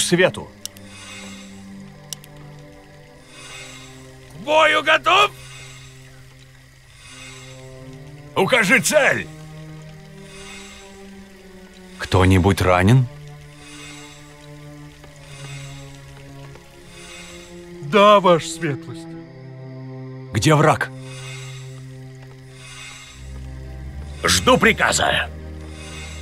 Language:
Russian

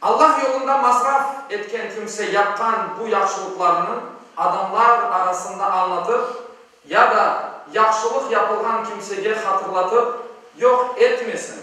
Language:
Crimean Tatar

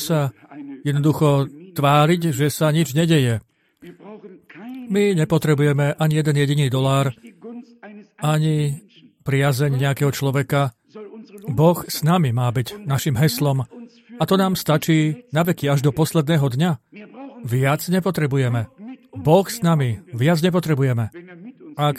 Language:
Slovak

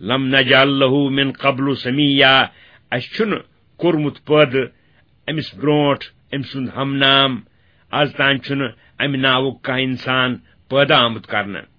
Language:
Kashmiri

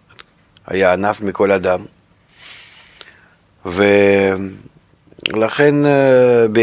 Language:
Hebrew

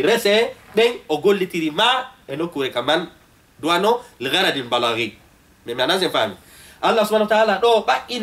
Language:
Fula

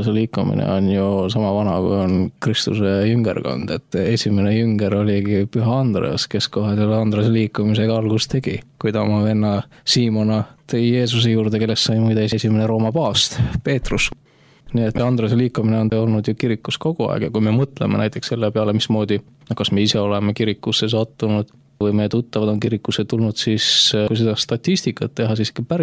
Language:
Estonian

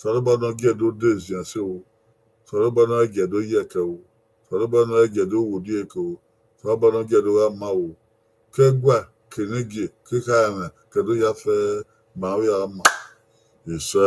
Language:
Bini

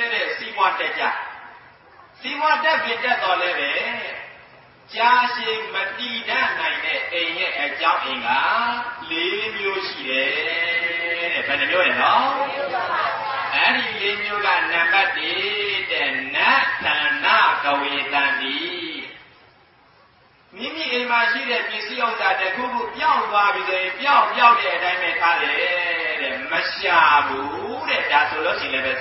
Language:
Burmese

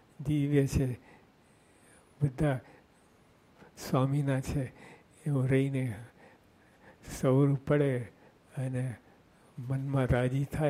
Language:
Gujarati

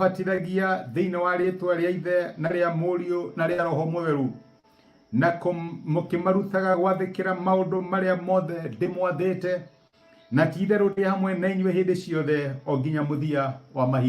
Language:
Kikuyu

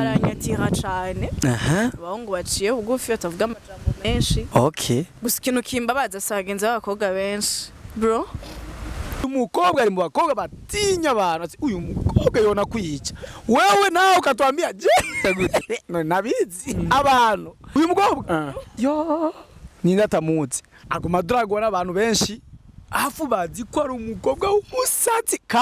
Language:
Rundi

